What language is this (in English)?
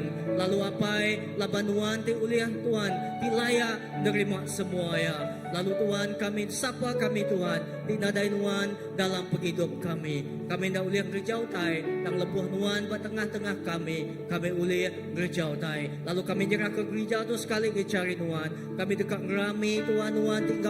Iban